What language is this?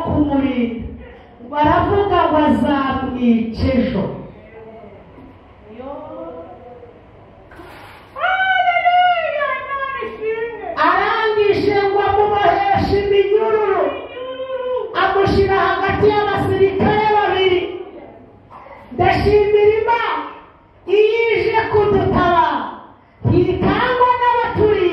Kinyarwanda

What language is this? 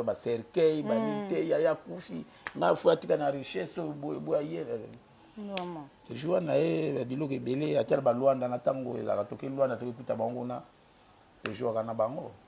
Lingala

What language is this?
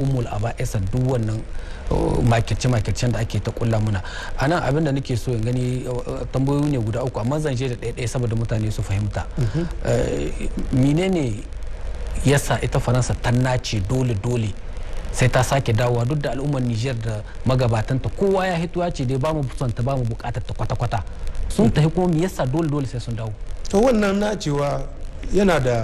Hausa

